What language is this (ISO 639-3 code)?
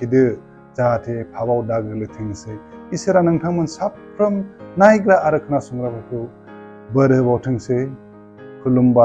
brx